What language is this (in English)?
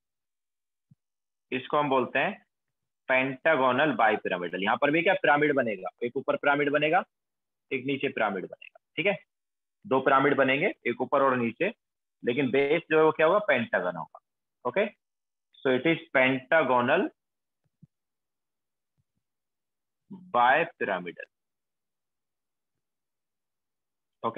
Hindi